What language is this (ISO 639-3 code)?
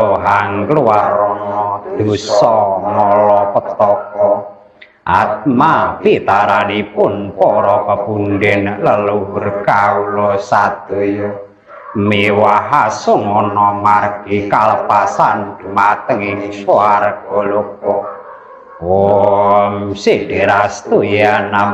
jav